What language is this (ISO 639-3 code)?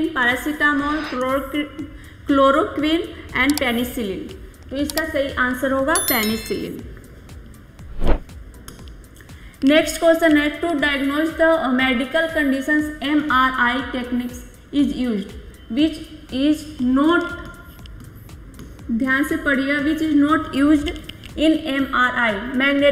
hin